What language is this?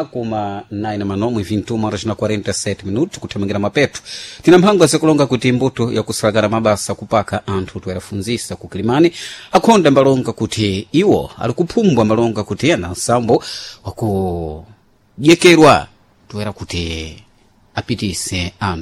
Sena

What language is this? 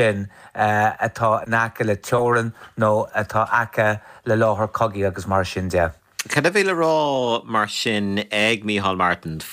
Irish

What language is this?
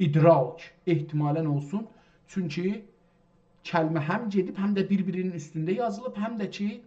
South Azerbaijani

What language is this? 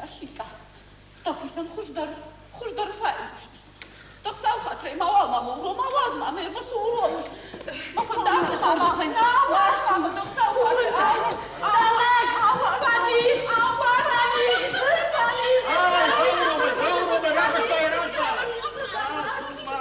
Ossetic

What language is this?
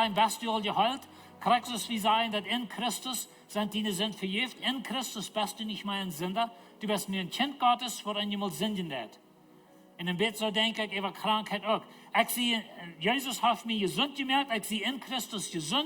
Plautdietsch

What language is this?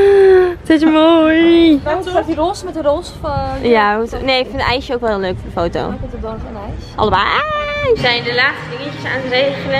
Dutch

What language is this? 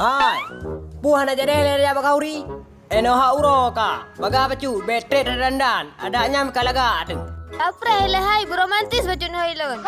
Achinese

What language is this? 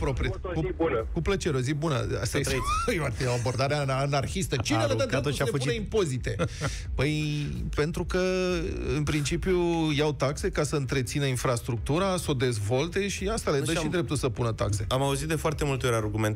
Romanian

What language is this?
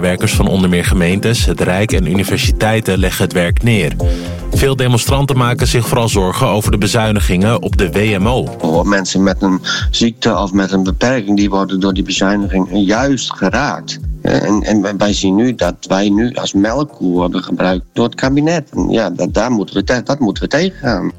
Dutch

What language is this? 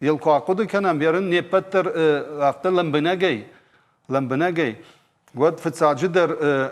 Ossetic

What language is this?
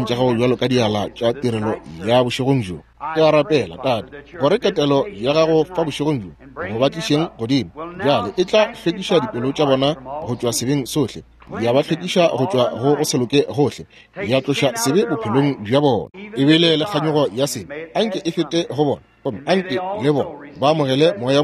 Northern Sotho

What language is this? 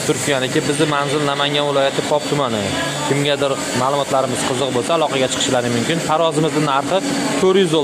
Uzbek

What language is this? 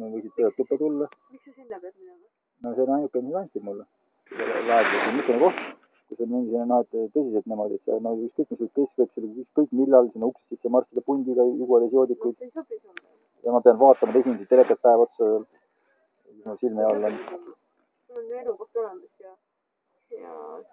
Estonian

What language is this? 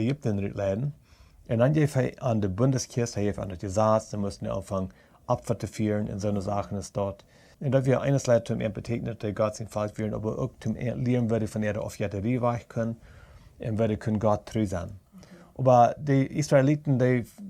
Plautdietsch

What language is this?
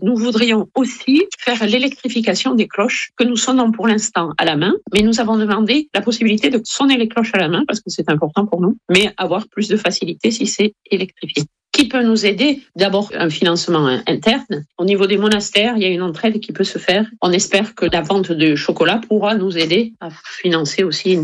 French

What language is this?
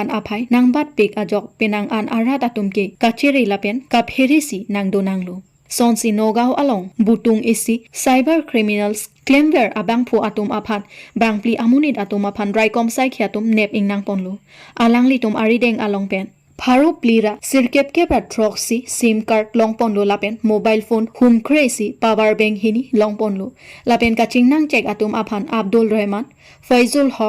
Karbi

